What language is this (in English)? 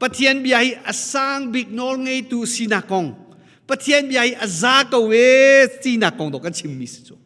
Hakha Chin